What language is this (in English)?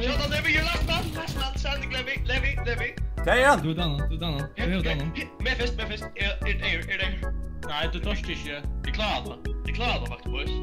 Faroese